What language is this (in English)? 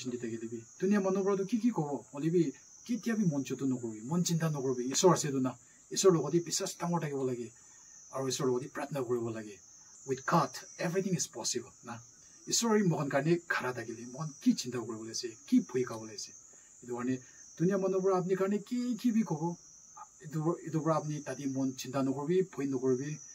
Naga Pidgin